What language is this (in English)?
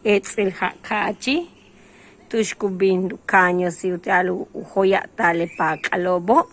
Yucateco